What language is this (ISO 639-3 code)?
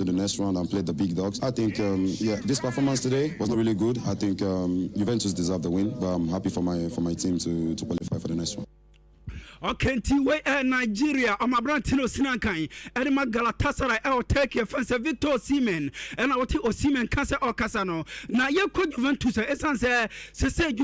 aka